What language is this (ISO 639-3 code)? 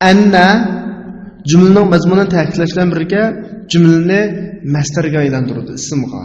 uig